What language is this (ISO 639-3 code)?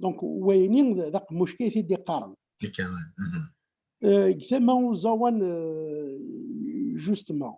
kab